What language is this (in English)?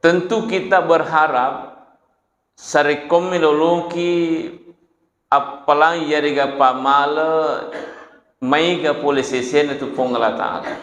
Buginese